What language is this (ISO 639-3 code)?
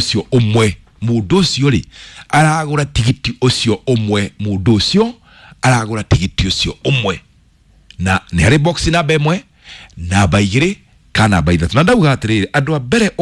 kik